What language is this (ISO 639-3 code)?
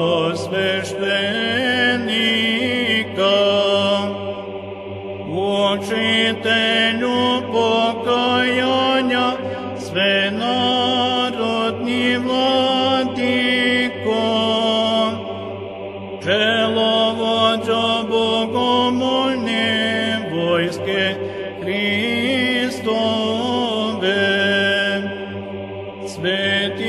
srp